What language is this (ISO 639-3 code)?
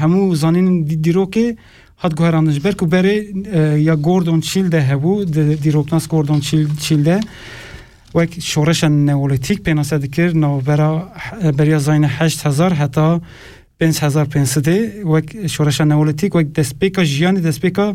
kur